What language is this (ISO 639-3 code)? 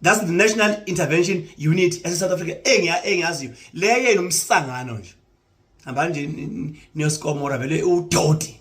zul